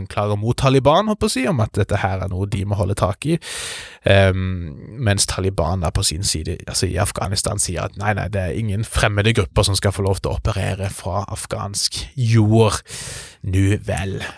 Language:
Norwegian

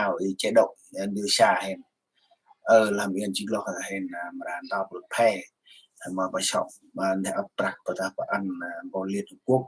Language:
Central Mnong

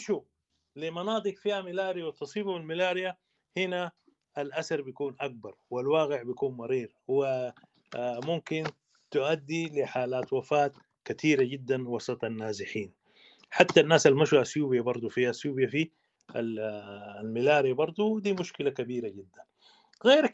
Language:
Sudanese Arabic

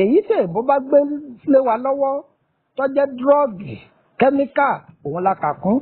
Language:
Yoruba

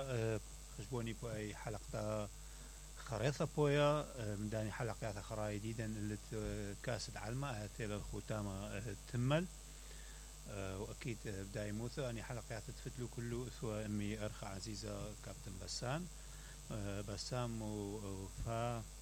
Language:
Mesopotamian Arabic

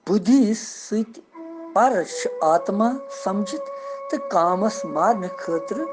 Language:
Kashmiri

